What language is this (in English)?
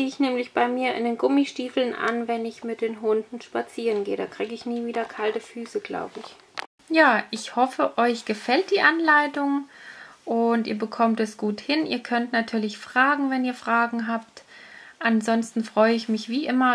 German